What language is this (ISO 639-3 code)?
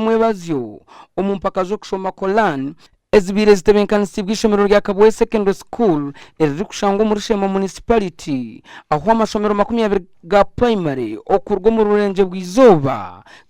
nyn